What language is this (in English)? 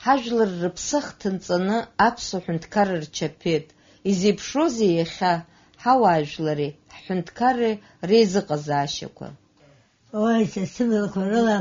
Abkhazian